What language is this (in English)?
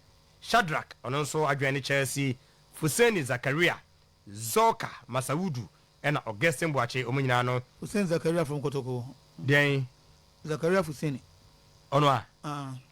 Akan